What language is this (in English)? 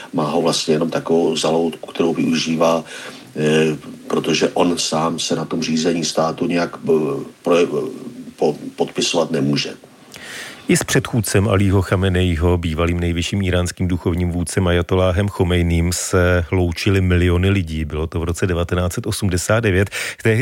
Czech